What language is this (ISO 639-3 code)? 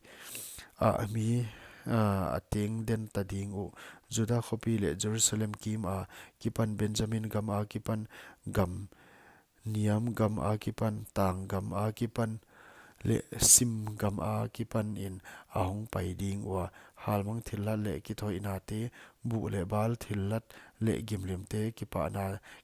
pck